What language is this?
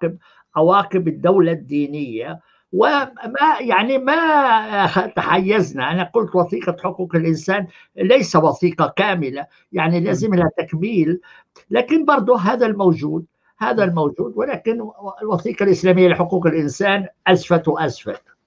North Levantine Arabic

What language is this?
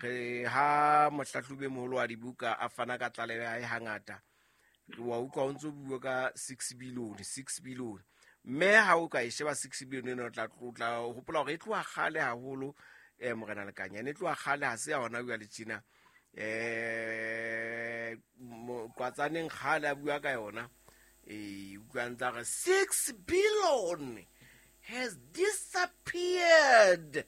Southern Sotho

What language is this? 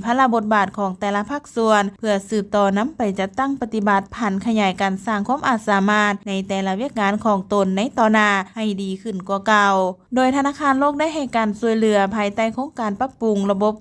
Lao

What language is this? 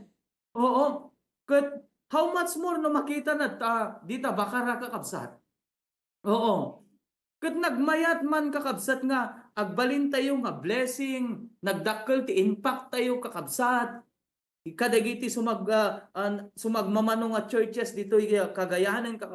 Iloko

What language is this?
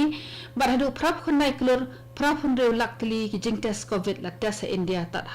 Khasi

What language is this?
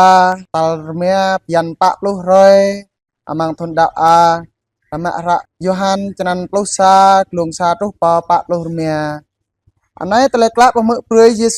Jarai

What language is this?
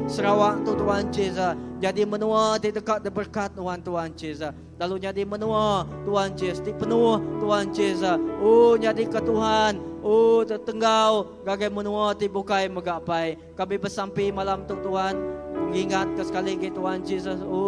Iban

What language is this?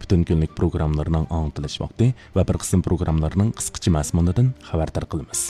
Uyghur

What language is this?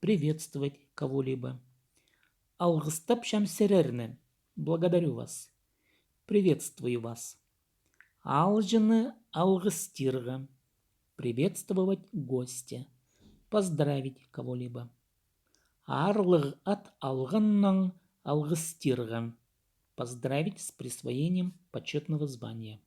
Khakas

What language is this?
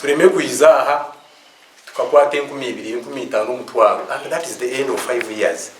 Nyankole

